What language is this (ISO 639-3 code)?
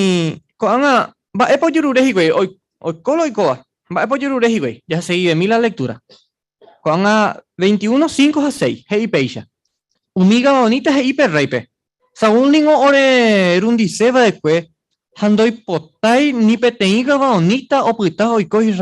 grn